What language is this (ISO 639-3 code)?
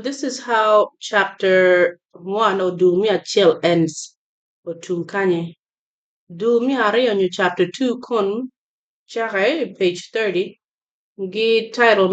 ach